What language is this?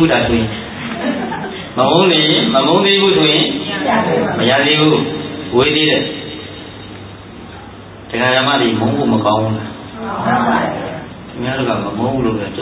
Burmese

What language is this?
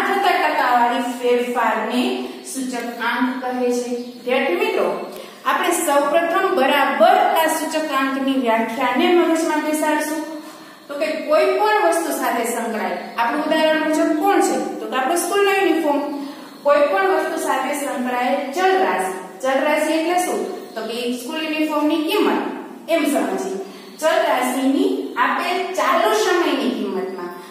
Gujarati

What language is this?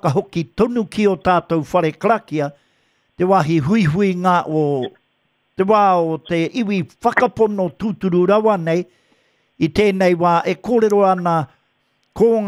Māori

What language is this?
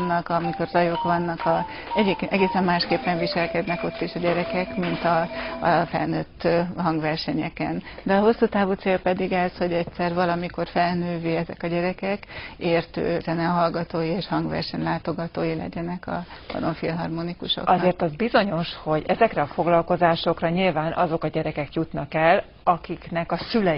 Hungarian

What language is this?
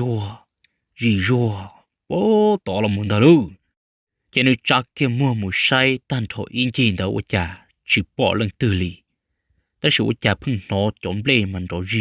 Hmong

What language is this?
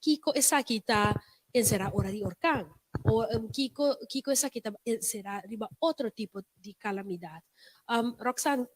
Papiamento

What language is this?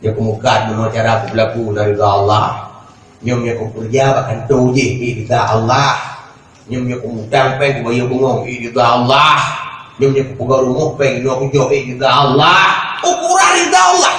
Achinese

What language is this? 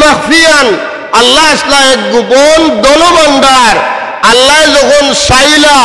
Sylheti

